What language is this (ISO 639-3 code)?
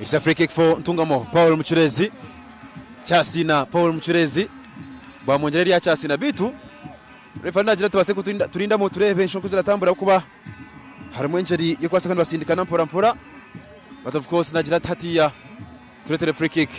nyn